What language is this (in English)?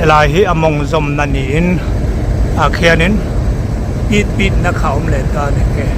Mizo